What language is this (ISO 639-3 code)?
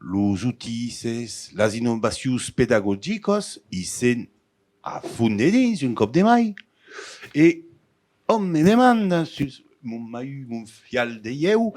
oci